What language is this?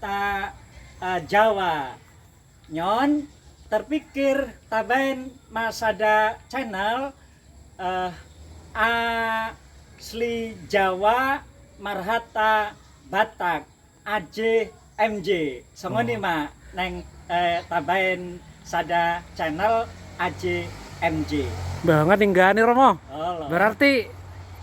Batak Toba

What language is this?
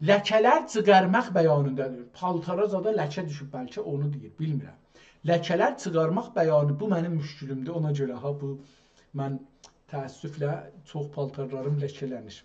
South Azerbaijani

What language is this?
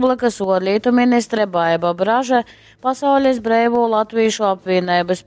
Latgalian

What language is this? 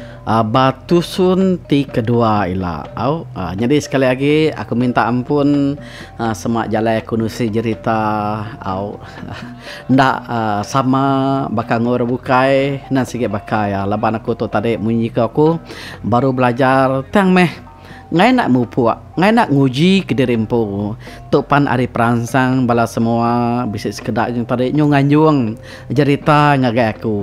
Iban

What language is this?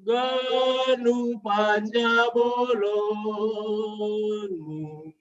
Batak Simalungun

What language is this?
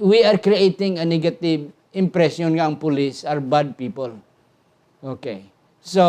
Hiligaynon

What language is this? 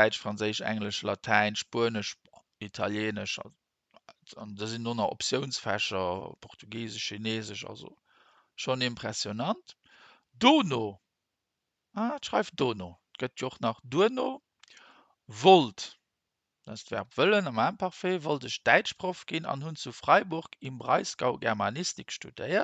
Luxembourgish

